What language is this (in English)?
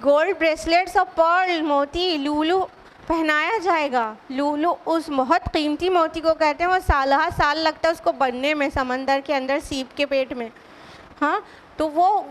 Urdu